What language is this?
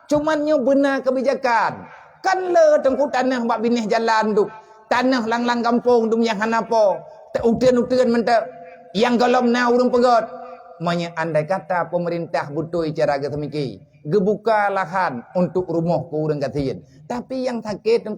Achinese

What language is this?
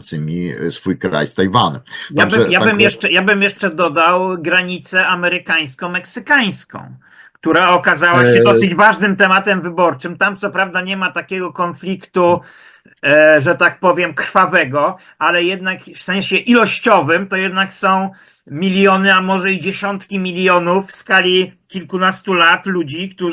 Polish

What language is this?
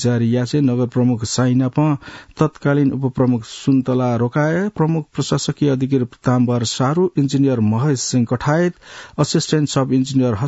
Newari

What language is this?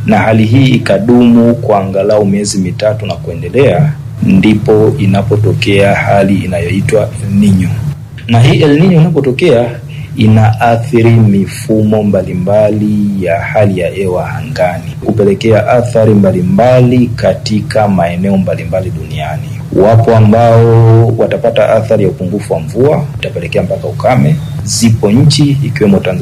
Swahili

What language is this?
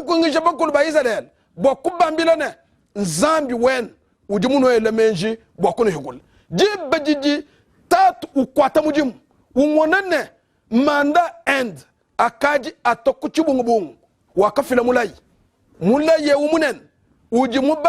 Luba-Lulua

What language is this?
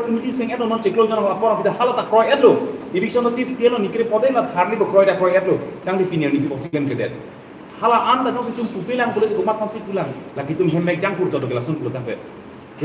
Karbi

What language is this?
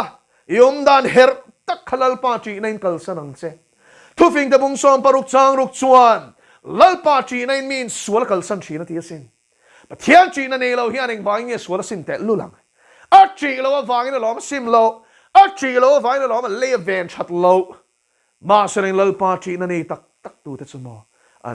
Mizo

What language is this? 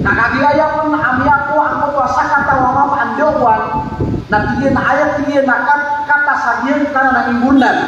Maranao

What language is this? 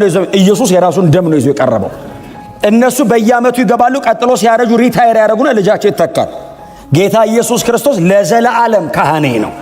Amharic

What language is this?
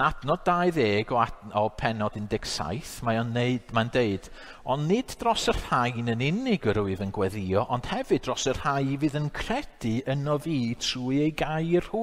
Welsh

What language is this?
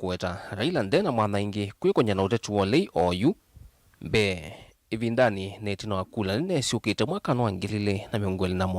Kamba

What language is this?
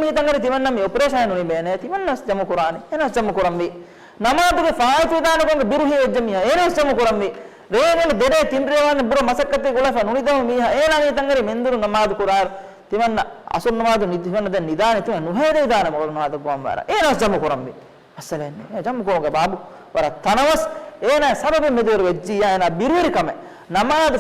Divehi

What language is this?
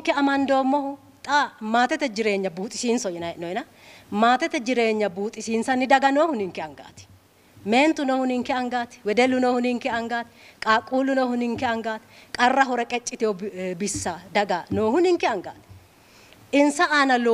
Sidamo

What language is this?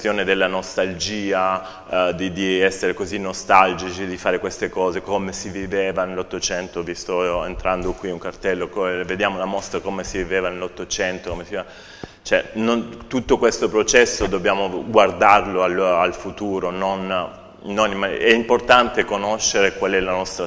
Italian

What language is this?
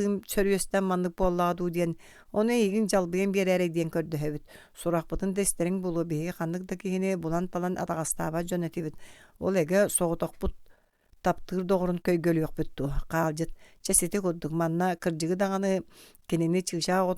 Yakut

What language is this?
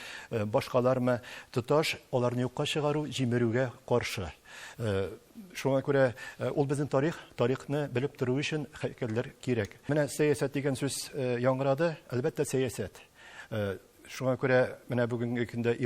Tatar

